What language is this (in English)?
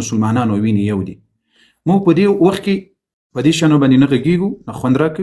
Pashto